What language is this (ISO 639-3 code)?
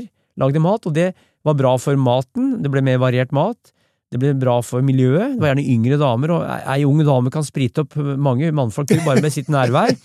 nor